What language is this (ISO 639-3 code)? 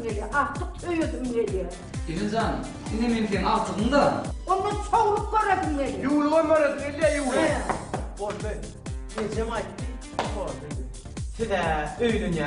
tuk